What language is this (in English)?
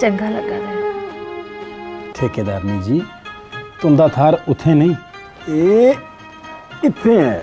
Dogri